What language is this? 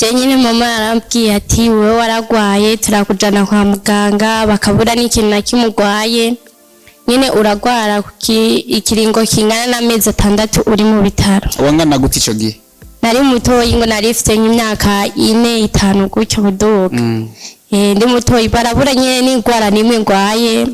Rundi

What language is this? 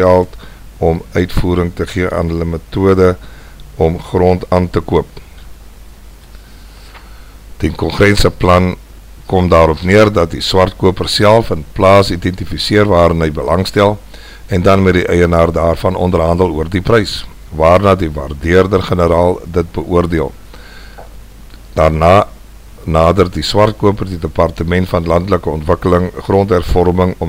Afrikaans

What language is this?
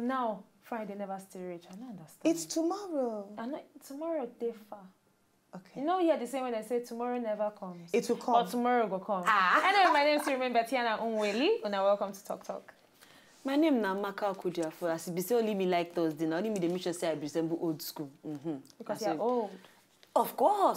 Nigerian Pidgin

